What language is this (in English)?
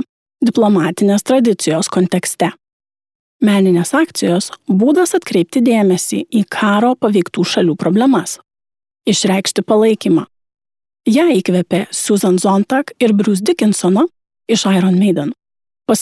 Lithuanian